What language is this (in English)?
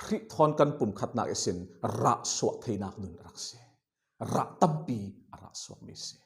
Falam Chin